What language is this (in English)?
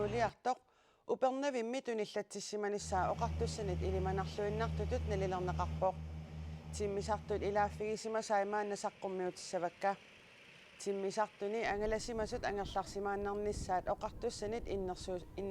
Kalaallisut